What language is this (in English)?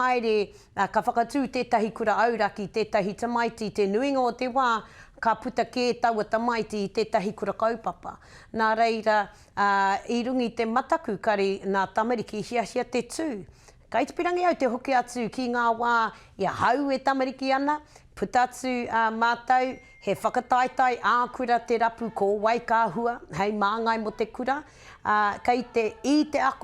Māori